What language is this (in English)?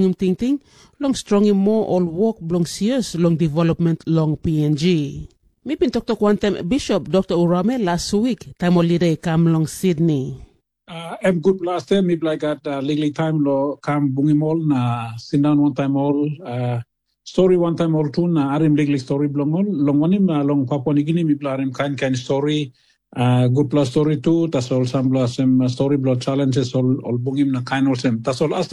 Tok Pisin